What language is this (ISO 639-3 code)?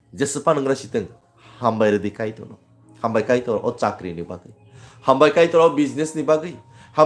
trp